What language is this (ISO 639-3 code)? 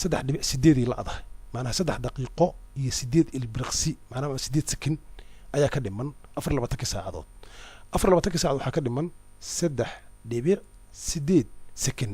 som